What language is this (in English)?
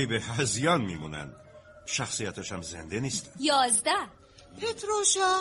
Persian